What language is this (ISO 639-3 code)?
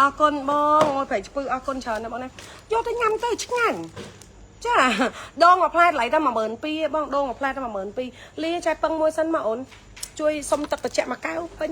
khm